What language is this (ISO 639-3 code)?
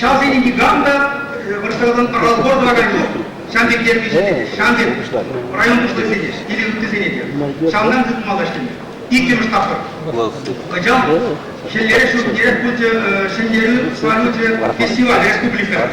chv